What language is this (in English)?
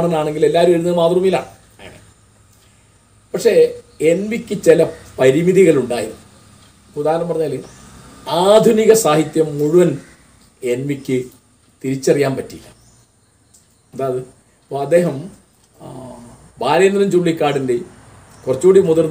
Malayalam